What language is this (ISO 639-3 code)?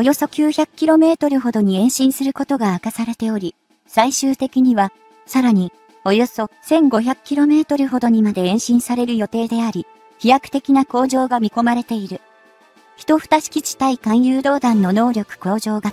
jpn